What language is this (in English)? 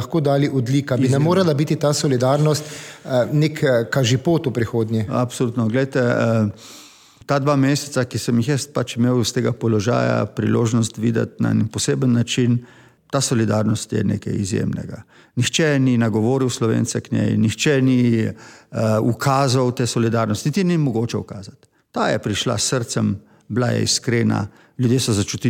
Slovenian